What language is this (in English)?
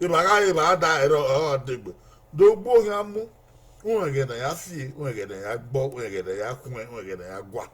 Bini